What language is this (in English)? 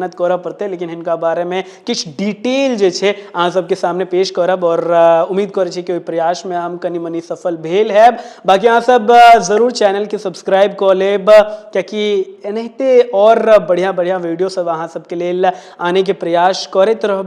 Maithili